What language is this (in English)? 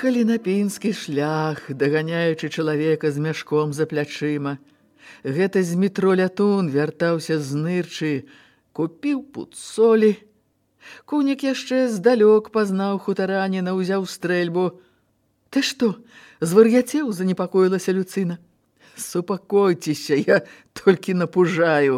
Belarusian